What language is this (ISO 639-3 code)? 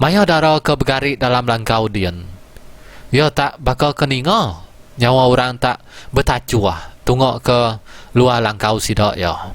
iba